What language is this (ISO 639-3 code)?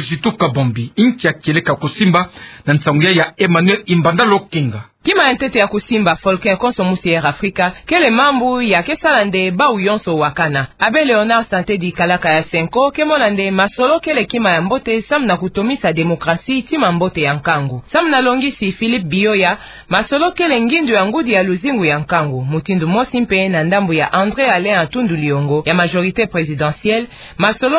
ktu